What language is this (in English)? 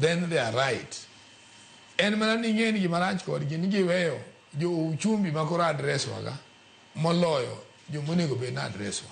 Luo (Kenya and Tanzania)